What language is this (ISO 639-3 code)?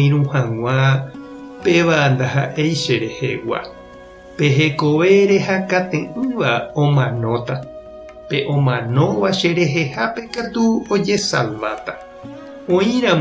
grn